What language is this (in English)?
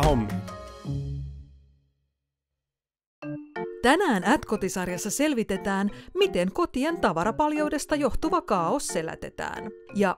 Finnish